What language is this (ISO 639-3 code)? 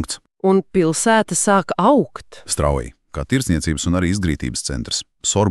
lav